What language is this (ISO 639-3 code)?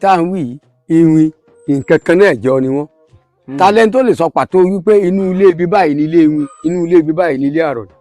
yor